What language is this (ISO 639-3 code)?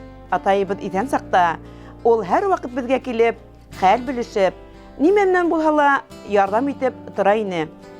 bak